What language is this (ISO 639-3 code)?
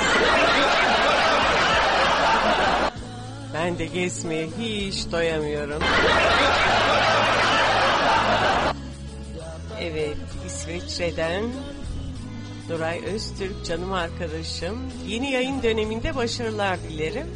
tur